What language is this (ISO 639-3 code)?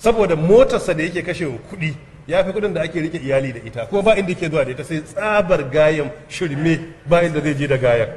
hau